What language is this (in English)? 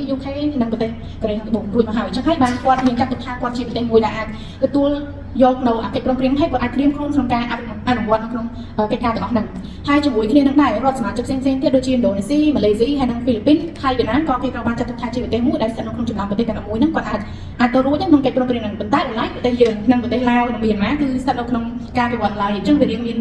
Khmer